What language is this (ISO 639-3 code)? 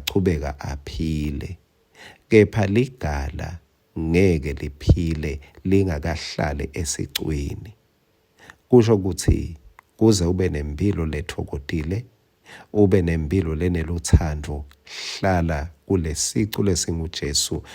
ssw